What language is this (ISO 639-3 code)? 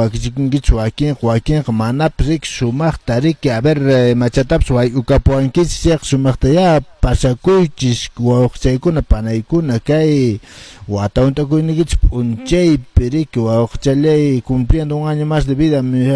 que